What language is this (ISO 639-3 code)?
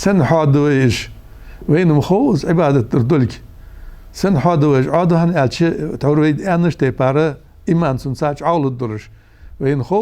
inh